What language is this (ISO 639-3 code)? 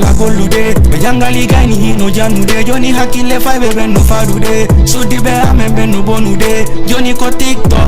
ful